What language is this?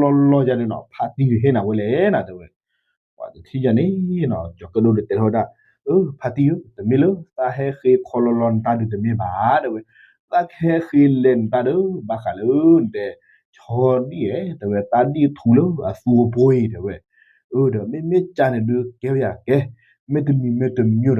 S'gaw Karen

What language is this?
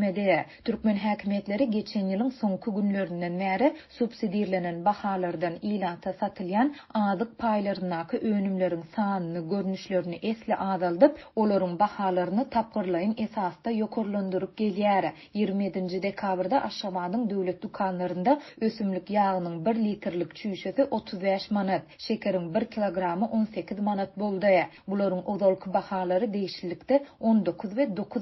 Turkmen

